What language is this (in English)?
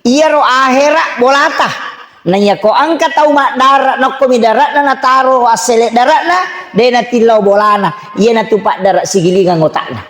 Buginese